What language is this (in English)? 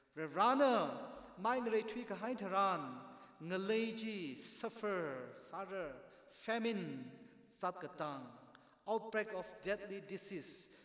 Tangkhul Naga (India)